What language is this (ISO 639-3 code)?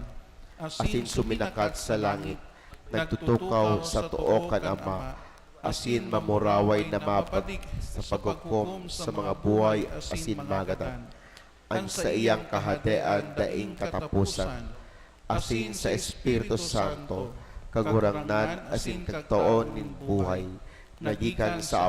bik